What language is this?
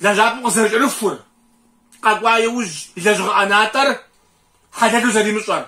Kabardian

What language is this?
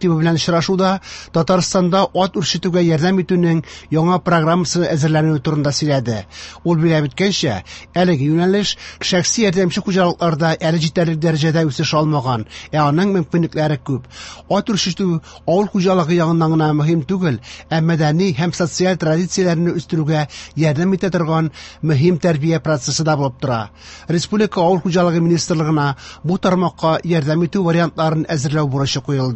Tatar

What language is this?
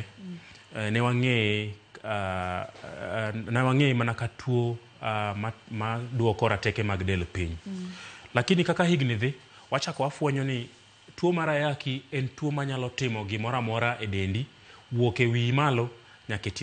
Luo (Kenya and Tanzania)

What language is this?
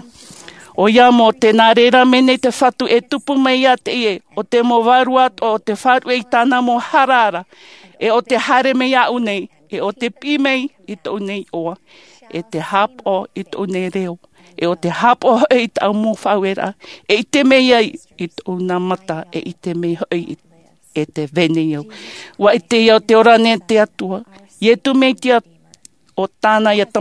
Tahitian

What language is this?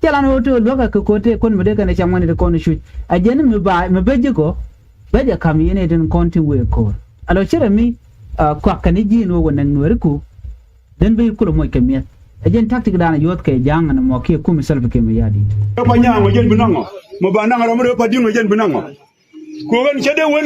Nuer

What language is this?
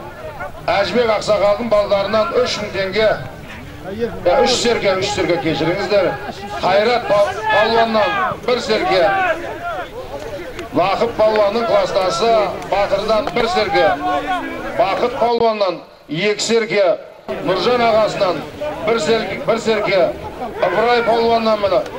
Kazakh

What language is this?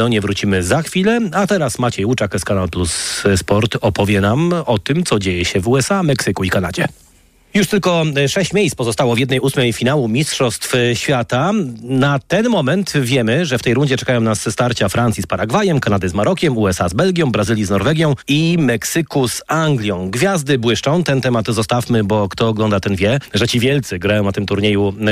Polish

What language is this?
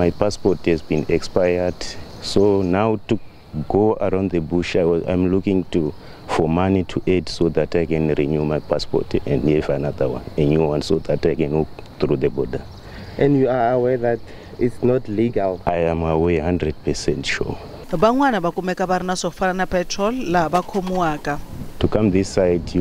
Tsonga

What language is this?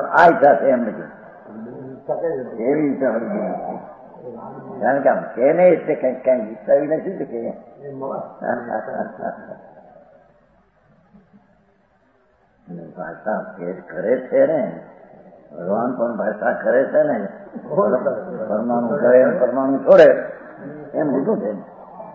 Gujarati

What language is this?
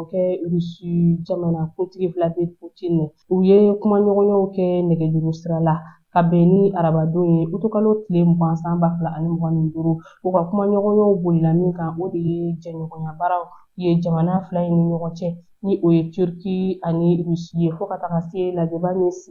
Bambara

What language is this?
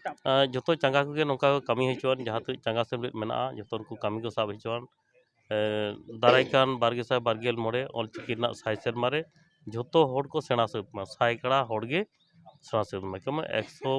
Santali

